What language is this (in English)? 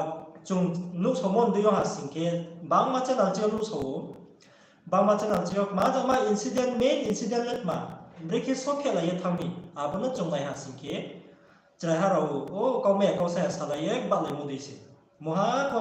Riang (India)